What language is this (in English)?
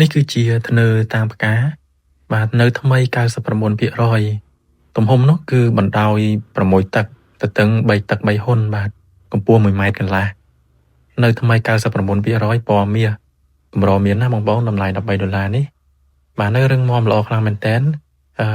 Khmer